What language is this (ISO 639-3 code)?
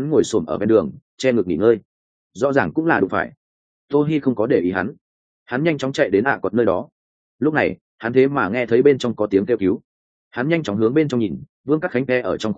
vie